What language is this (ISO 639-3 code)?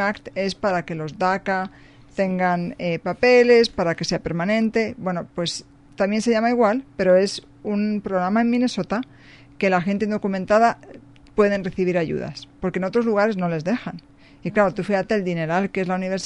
spa